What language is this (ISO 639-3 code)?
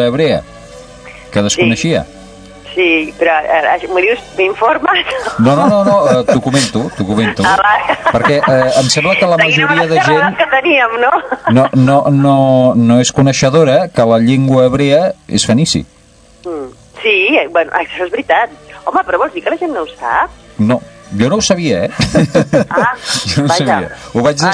cat